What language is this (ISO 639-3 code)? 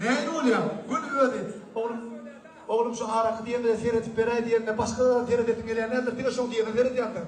tuk